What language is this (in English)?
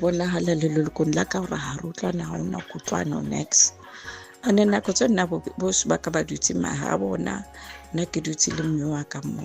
Southern Sotho